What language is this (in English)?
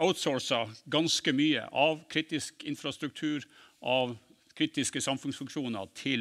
Norwegian